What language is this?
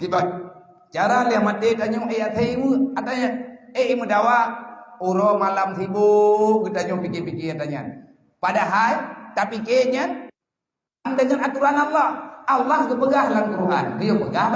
Achinese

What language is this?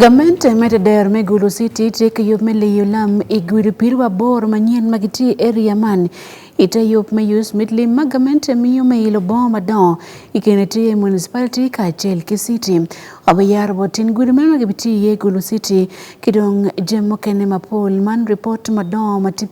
Acoli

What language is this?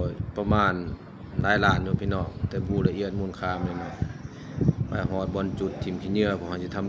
Lao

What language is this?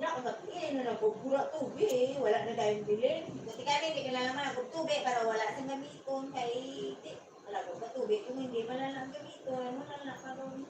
Hiligaynon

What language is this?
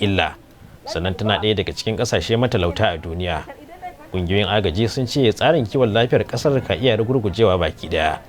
Hausa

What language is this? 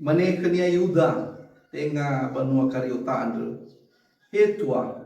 Nias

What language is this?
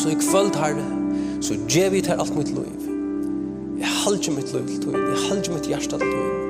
Faroese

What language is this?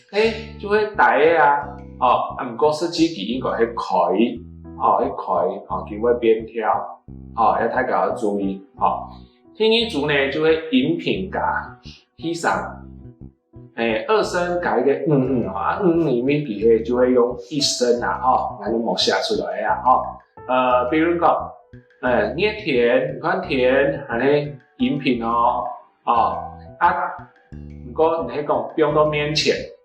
Hakka Chinese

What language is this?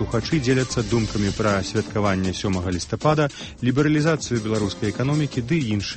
Belarusian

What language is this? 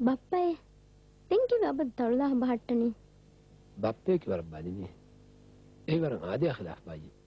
Divehi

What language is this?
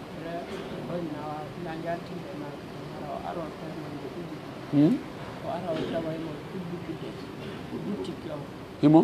Pular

